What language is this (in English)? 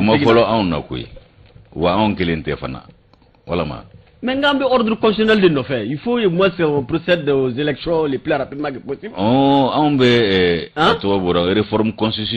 Bambara